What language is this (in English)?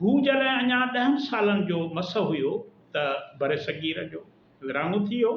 Sindhi